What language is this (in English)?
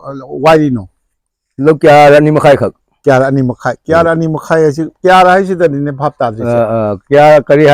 Manipuri